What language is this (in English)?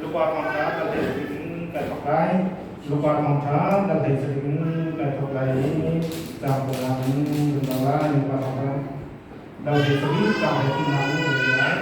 Hakha Chin